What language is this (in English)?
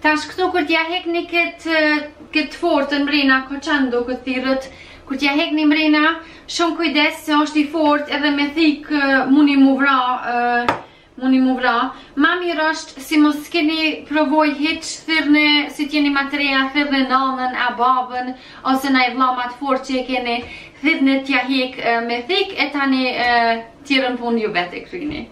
Albanian